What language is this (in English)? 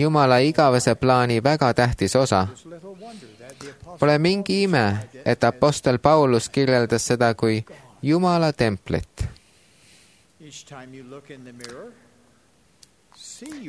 Estonian